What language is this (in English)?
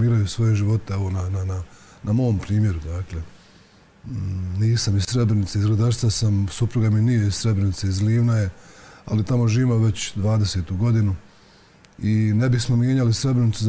Bosnian